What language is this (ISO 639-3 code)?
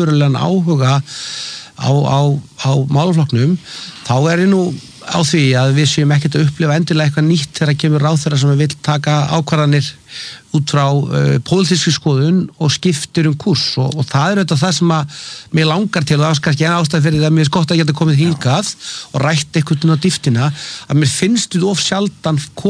isl